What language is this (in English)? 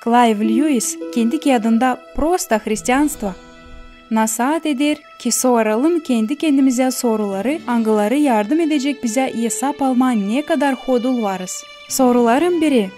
Gagauz